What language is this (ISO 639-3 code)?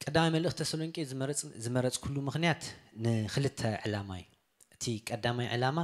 tir